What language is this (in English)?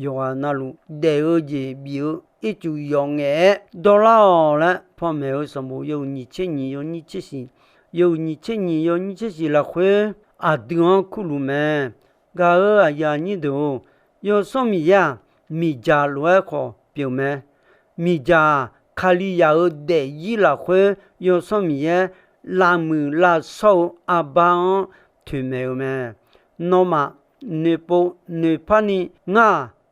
Akha